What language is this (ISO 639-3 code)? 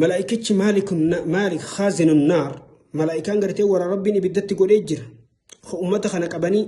orm